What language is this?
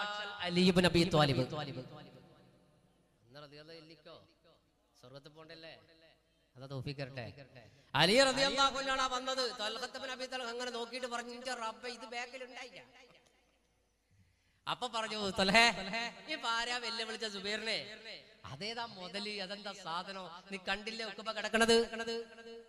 Malayalam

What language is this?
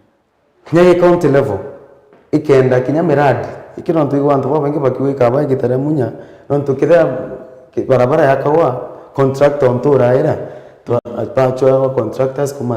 Meru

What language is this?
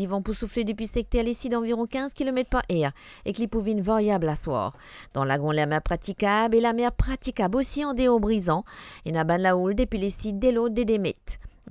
Morisyen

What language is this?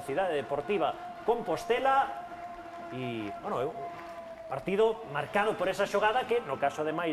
Galician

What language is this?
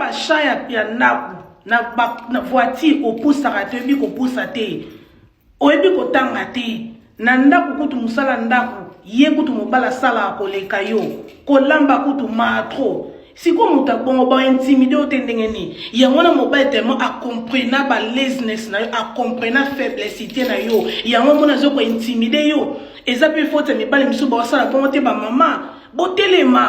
Lingala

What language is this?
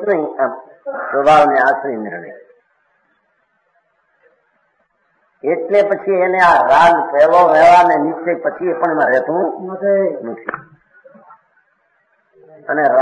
Gujarati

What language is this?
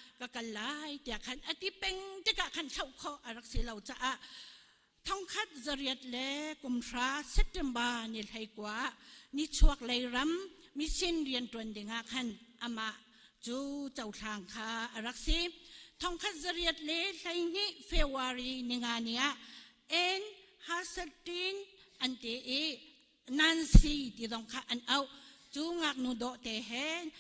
Hakha Chin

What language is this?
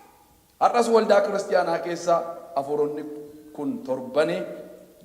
Oromo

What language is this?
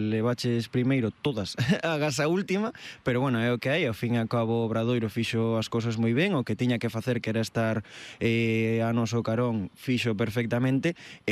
Galician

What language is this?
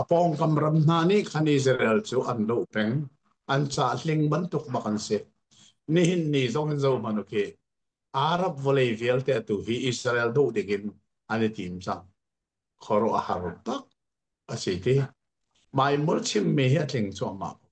Hakha Chin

